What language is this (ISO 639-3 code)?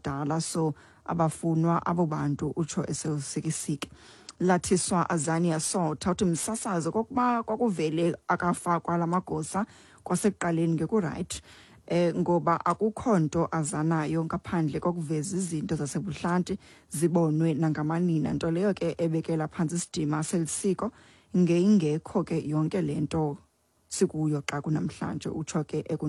xho